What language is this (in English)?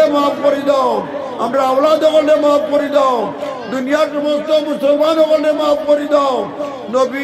Sylheti